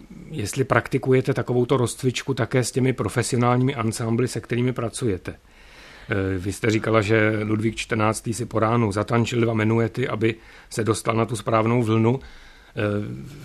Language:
Czech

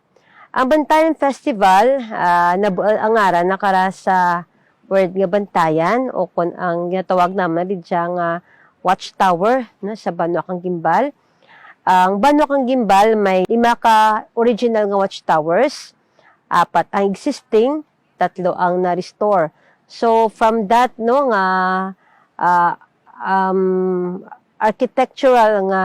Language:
Hiligaynon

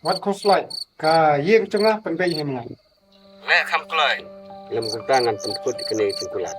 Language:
Khasi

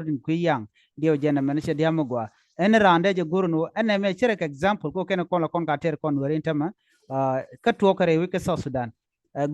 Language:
Nuer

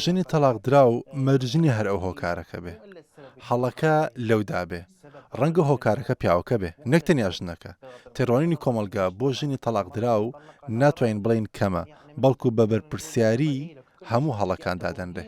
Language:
Central Kurdish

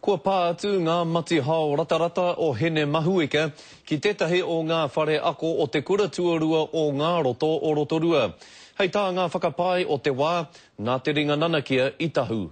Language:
Māori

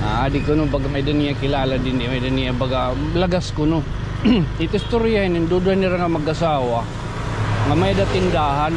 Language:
Waray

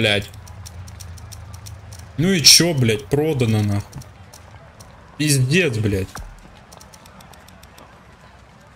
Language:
Russian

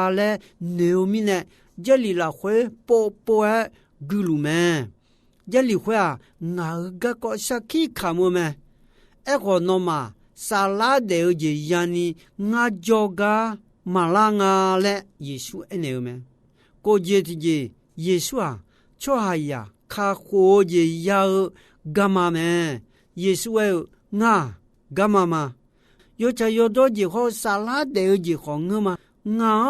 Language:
Akha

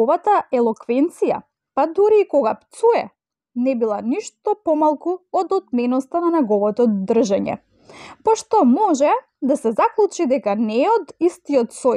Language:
Macedonian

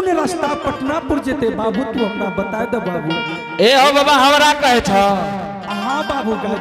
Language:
Angika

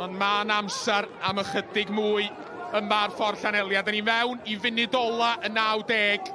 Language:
Welsh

